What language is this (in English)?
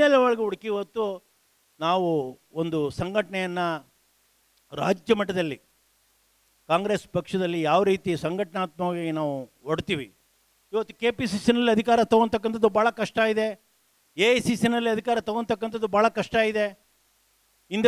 Kannada